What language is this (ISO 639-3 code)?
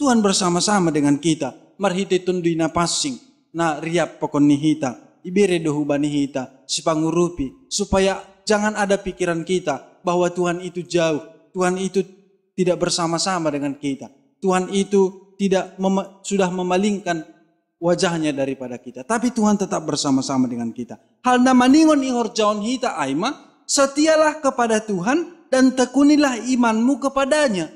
bts